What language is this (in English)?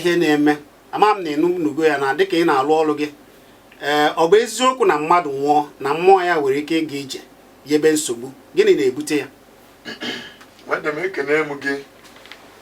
Igbo